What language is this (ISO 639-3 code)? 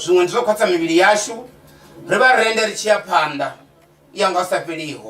ven